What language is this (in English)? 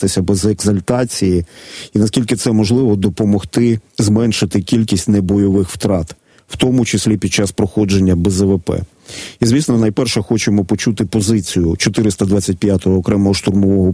Ukrainian